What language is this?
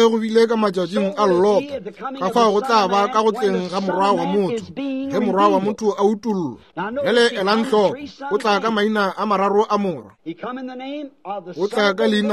Northern Sotho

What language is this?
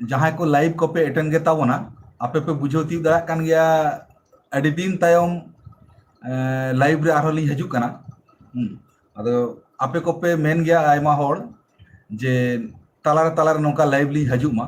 Santali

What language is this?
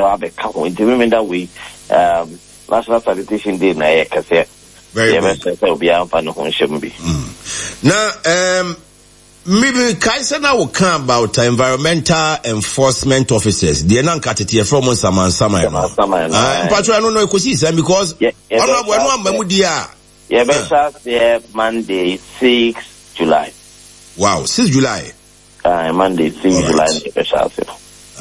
Akan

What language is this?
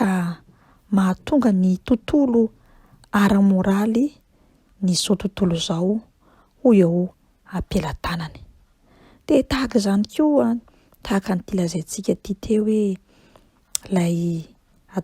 Malagasy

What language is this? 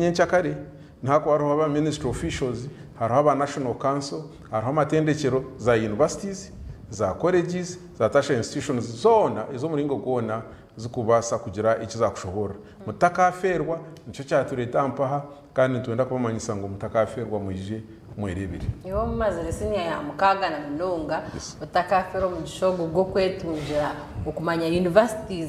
Nyankole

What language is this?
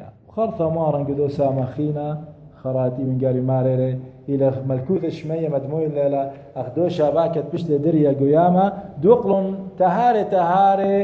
Assyrian Neo-Aramaic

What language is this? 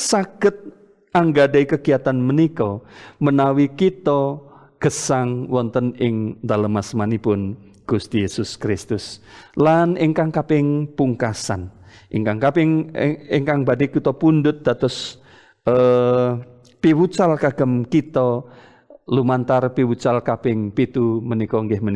Javanese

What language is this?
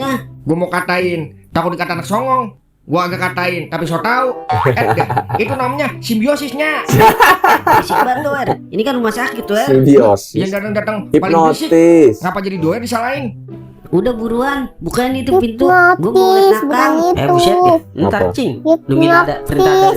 Betawi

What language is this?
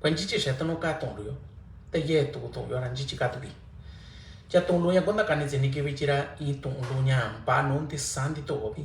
Mixtepec Mixtec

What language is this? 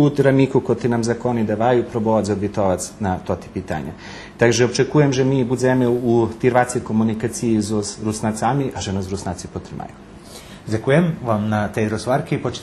Rusyn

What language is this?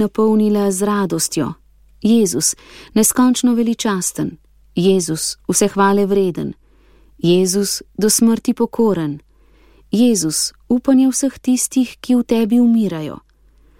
Slovenian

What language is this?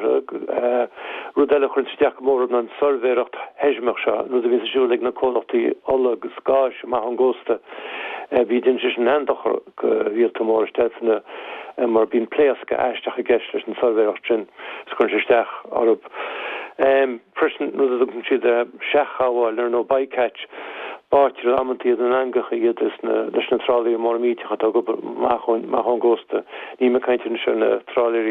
Irish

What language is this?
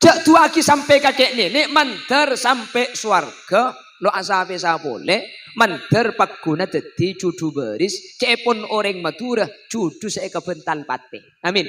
Madurese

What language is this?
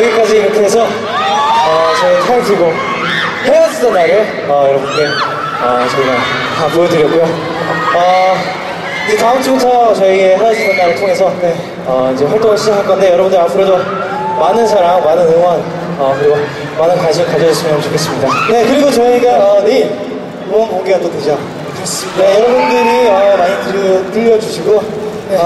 Korean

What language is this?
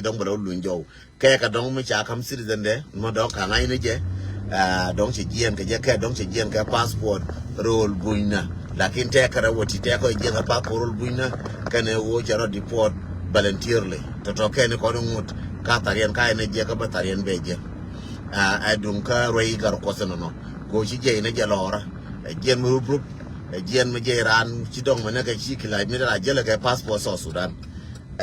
Nuer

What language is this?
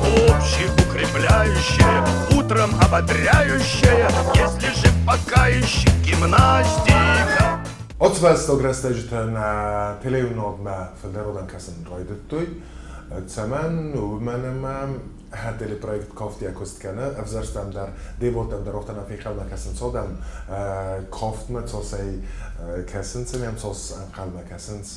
Ossetic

